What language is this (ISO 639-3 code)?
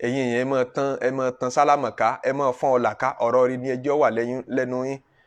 yor